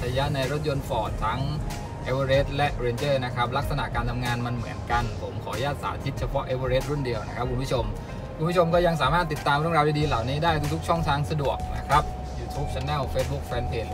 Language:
Thai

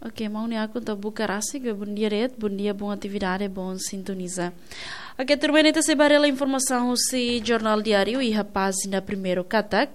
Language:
Tetum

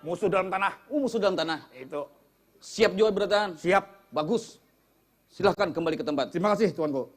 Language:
Banjar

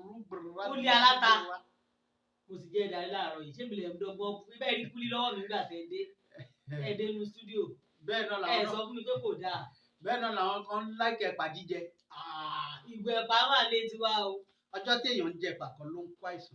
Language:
Yoruba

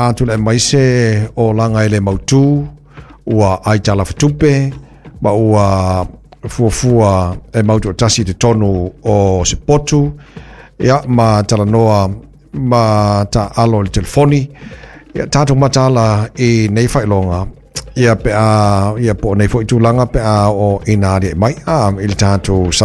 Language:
Samoan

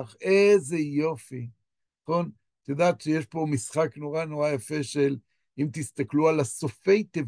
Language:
Hebrew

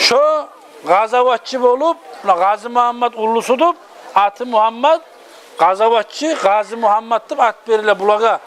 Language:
Kumyk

